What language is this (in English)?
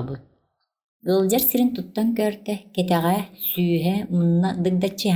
Yakut